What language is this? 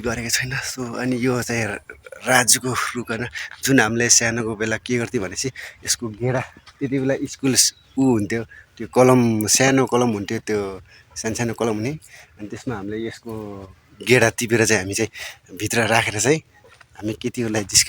Nepali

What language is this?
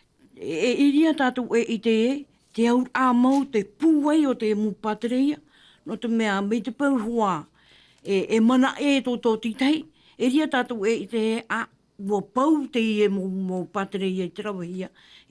Tahitian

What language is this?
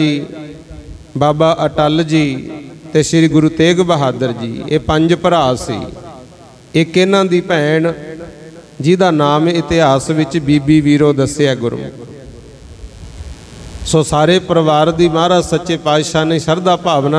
Punjabi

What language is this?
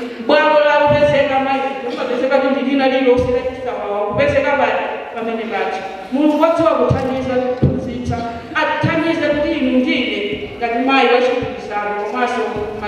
Nyanja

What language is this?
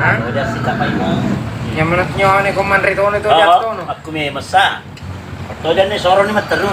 Buginese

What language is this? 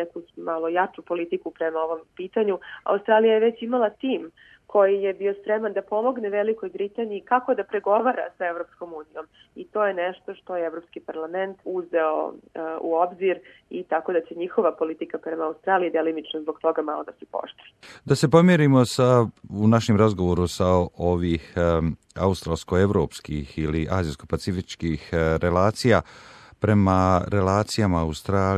Serbian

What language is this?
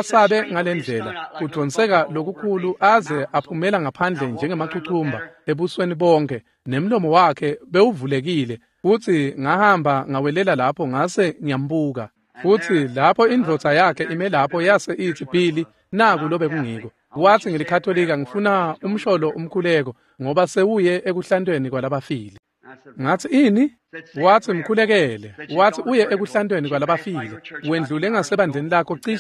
Swati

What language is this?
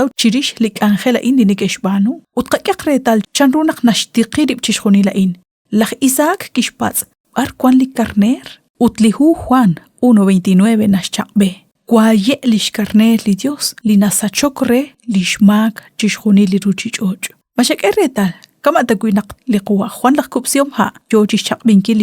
Kekchí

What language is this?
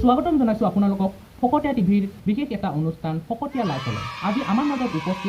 Assamese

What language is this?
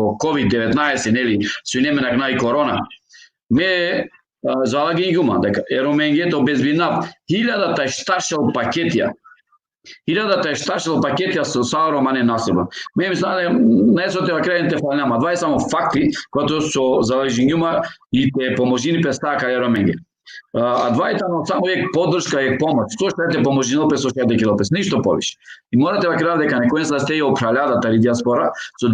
Balkan Romani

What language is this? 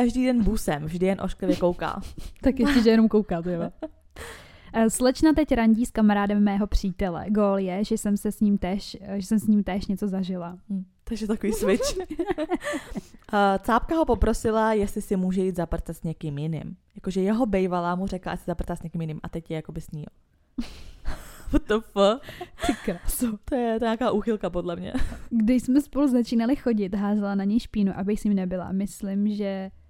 Czech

